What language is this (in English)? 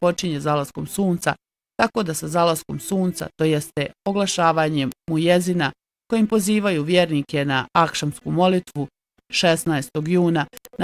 Bosnian